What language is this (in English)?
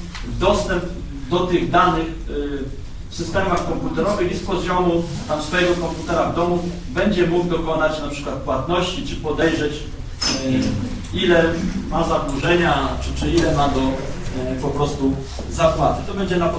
Polish